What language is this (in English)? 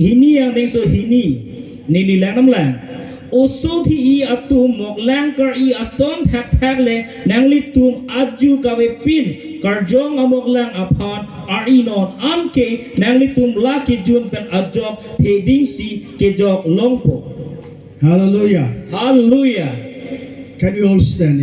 Karbi